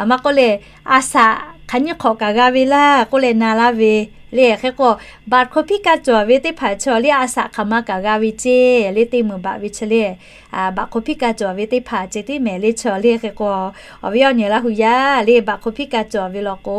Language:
Lahu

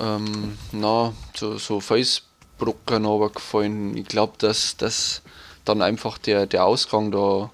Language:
Bavarian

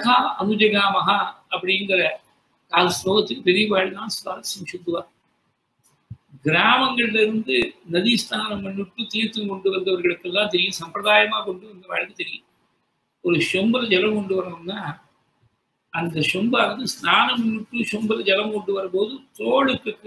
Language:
Tamil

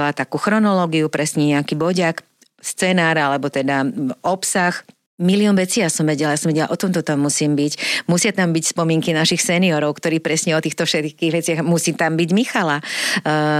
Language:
Slovak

